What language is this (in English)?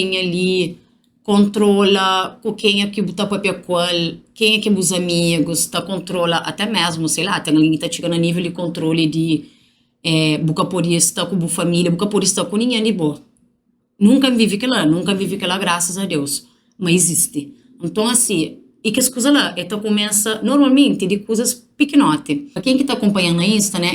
Kabuverdianu